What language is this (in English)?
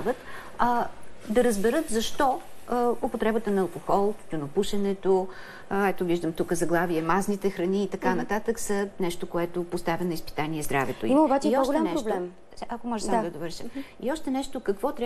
Bulgarian